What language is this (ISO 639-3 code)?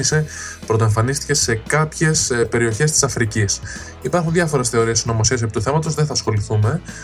ell